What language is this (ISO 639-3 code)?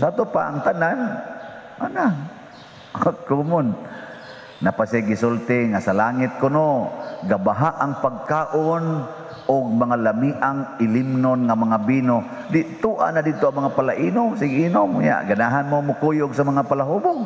ceb